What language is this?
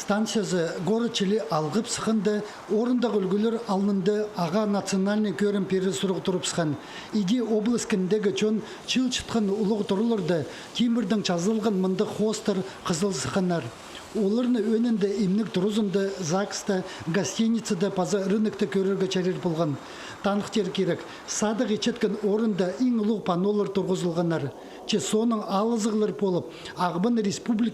Khakas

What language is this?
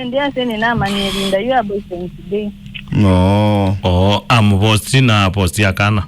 Kamba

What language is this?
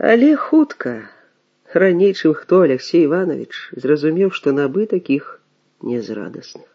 Belarusian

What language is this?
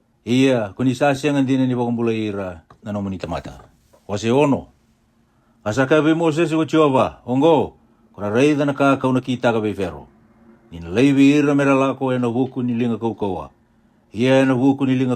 Fijian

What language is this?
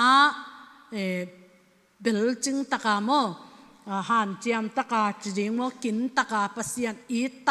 Tedim Chin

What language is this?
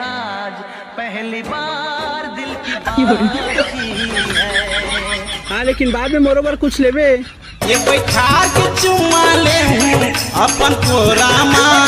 Chhattisgarhi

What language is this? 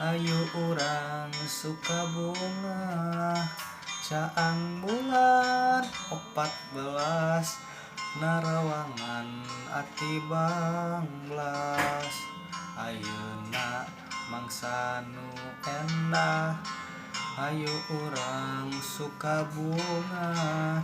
Sundanese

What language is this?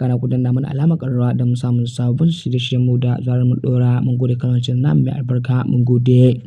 Hausa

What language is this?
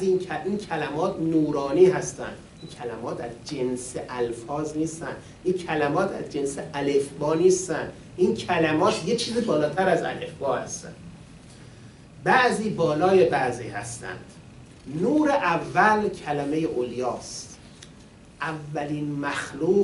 Persian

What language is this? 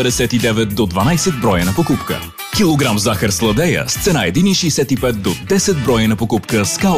Bulgarian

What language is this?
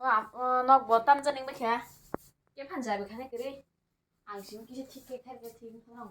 Kok Borok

